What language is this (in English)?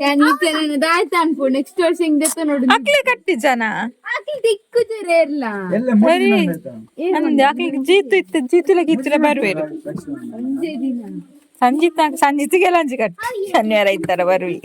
Tulu